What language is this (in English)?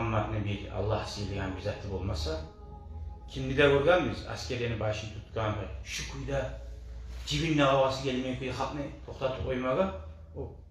Kumyk